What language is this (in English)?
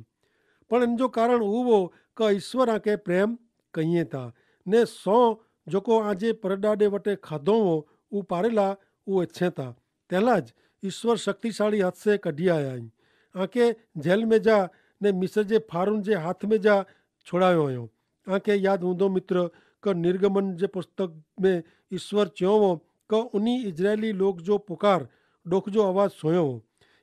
Kachhi